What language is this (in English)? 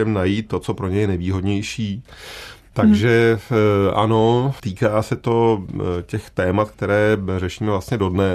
Czech